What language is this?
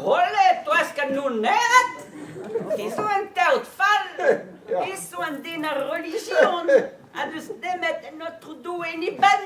Breton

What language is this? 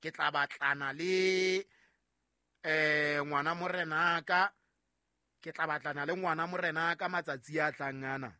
Southern Sotho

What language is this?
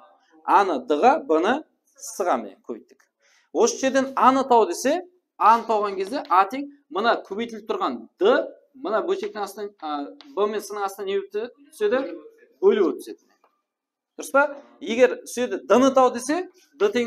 Kara-Kalpak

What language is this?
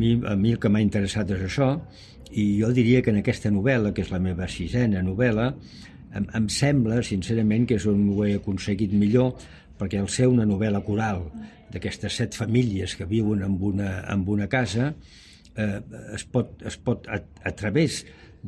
Catalan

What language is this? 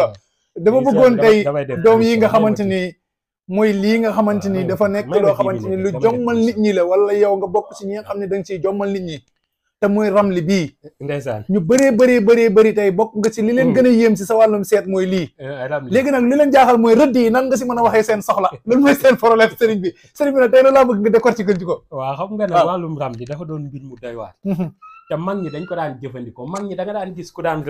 Wolof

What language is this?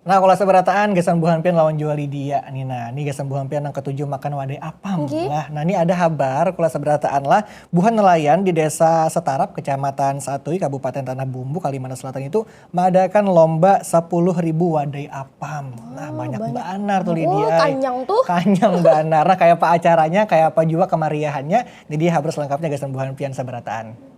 Banjar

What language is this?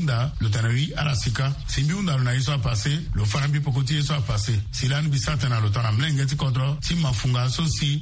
Sango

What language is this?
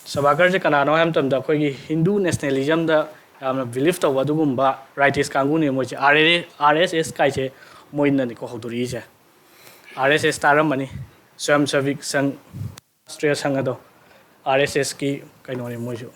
Manipuri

